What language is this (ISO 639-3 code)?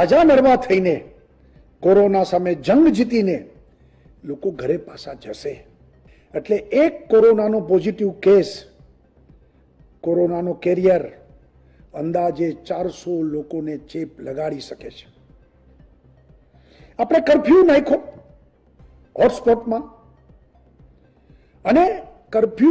guj